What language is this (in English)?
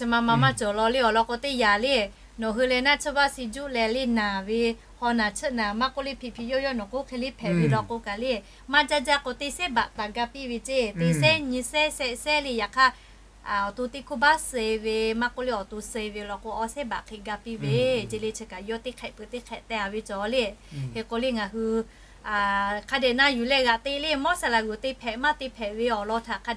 Lahu